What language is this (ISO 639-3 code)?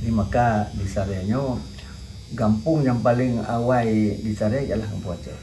ace